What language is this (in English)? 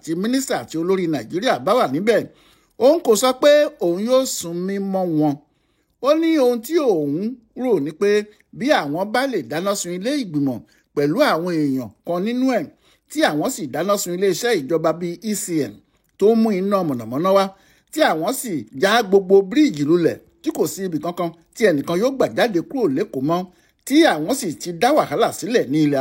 Yoruba